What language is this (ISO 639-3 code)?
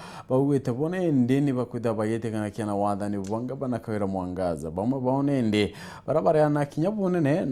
mer